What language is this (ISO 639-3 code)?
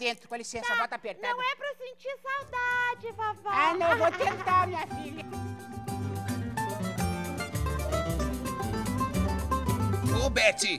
por